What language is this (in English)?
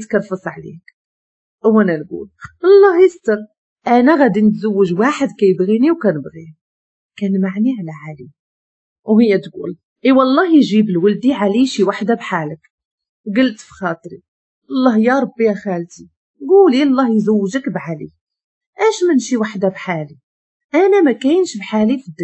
Moroccan Arabic